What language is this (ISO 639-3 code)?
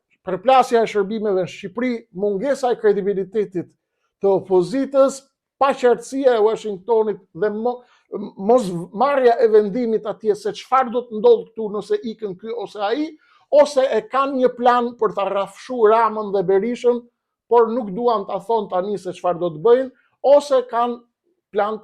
sqi